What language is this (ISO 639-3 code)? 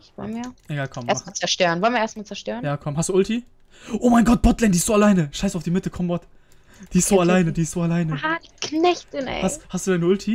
deu